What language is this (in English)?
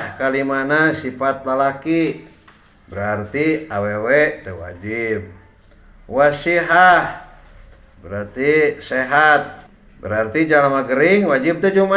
Sundanese